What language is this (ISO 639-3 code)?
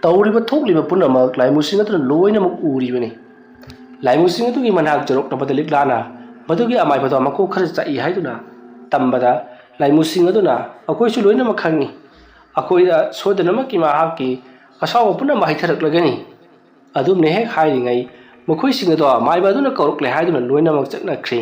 mni